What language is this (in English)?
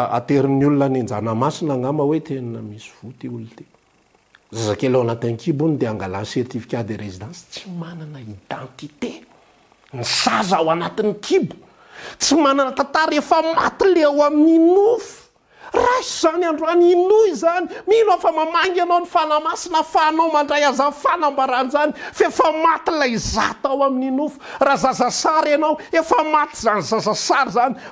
Malagasy